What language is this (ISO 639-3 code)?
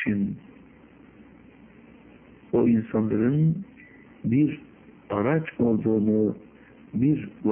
tur